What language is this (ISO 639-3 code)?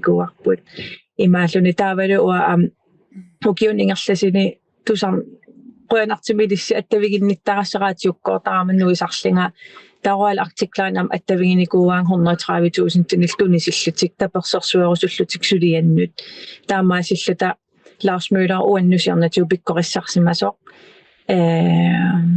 kal